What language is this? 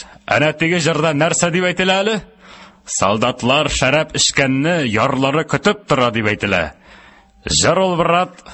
Tatar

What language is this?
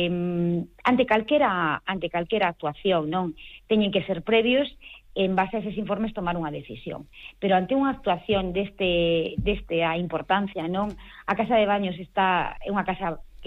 Galician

